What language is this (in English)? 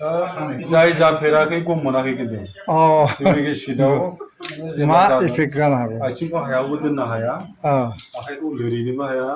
Bodo